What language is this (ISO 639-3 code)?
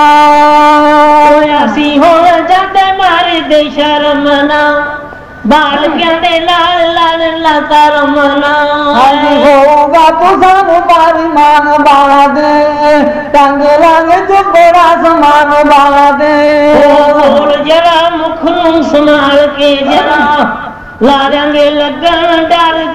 pan